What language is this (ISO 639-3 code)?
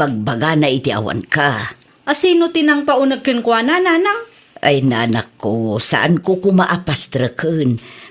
ilo